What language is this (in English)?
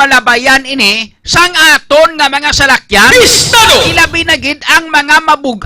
Hiligaynon